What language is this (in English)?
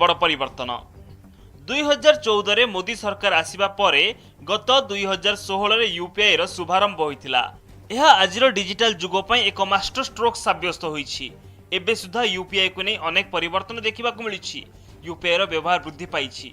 Odia